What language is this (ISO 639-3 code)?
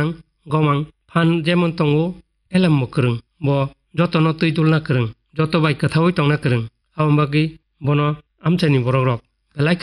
trp